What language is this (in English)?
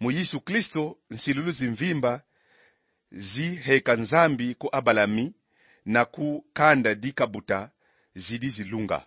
Kongo